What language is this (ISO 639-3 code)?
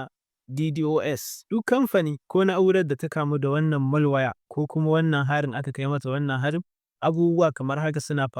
hau